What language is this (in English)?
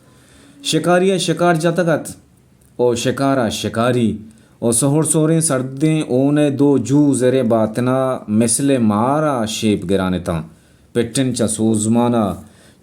Baluchi